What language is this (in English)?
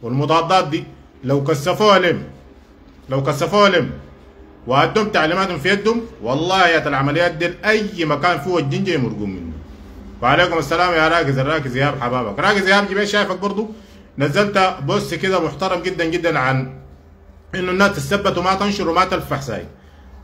Sudanese Arabic